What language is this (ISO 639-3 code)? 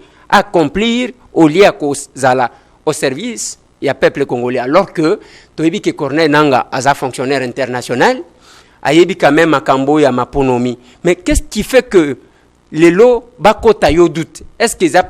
lin